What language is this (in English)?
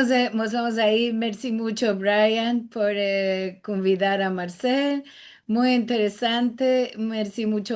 Ladino